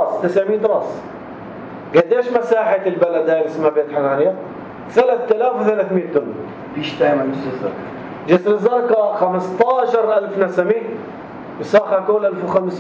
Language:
North Levantine Arabic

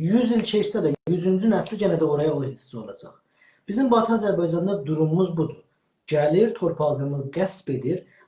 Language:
South Azerbaijani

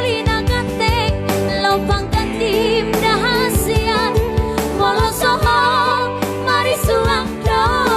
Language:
Batak Toba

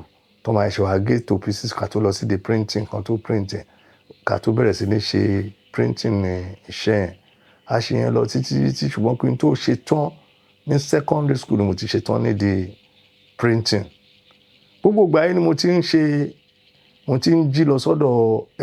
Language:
Yoruba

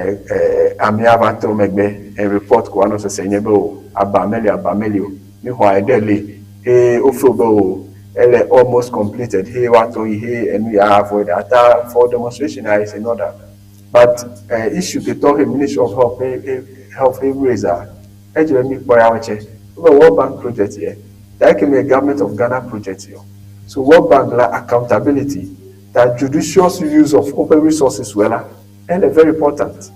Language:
Ewe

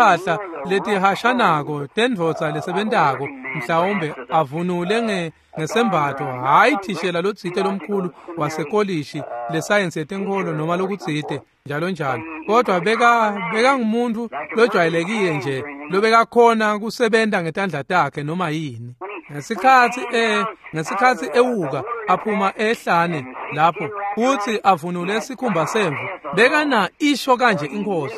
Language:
Swati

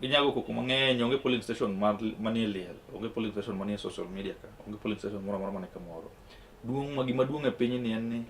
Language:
Luo (Kenya and Tanzania)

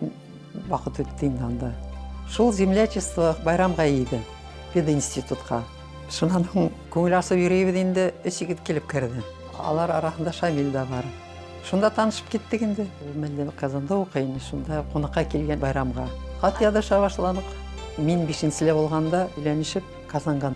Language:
Bashkir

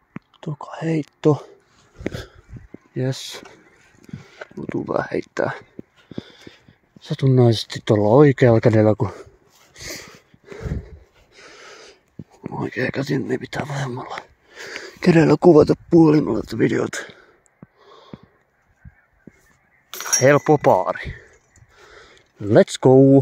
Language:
Finnish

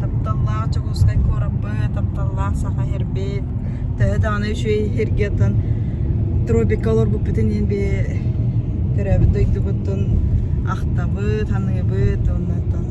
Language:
Yakut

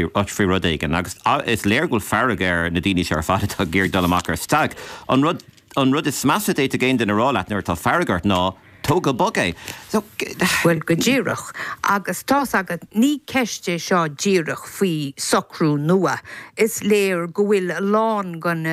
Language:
Irish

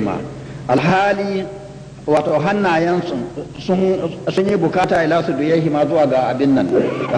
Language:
Hausa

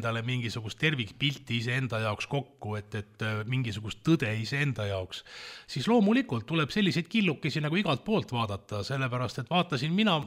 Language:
Estonian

